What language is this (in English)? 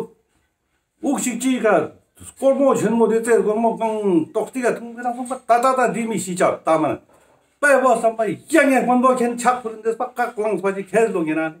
Ladakhi